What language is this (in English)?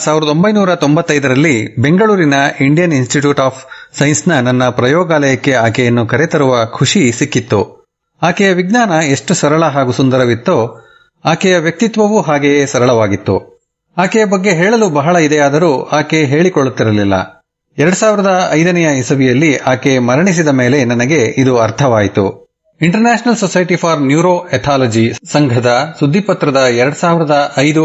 Kannada